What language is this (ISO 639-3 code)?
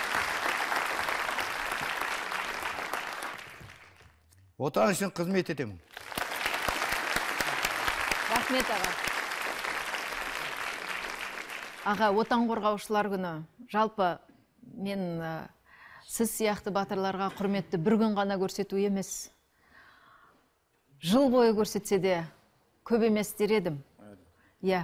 kaz